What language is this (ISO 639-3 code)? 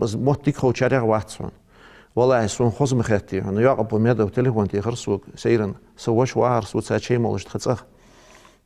inh